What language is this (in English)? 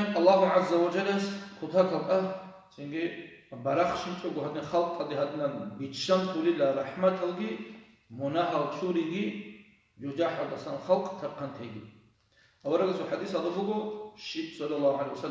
Avaric